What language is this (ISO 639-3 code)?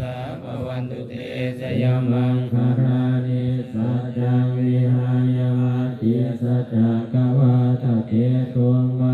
pli